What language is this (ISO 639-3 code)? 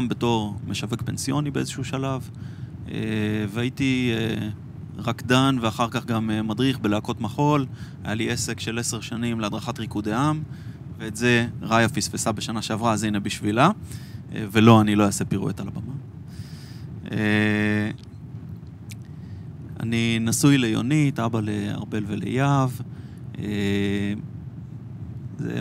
heb